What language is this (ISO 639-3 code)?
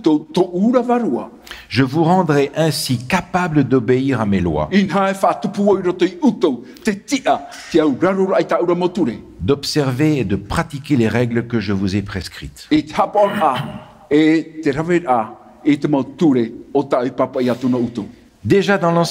tah